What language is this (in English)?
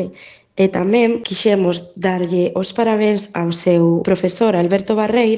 Galician